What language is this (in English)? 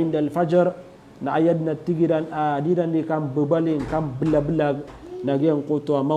Maranao